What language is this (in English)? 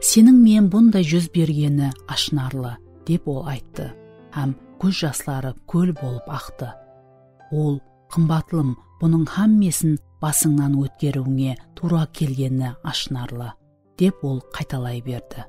Kara-Kalpak